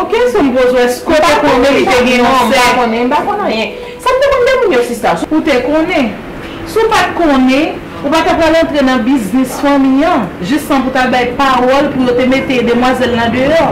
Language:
Haitian Creole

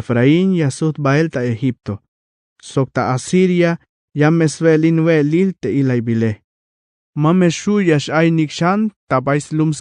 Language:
Tzeltal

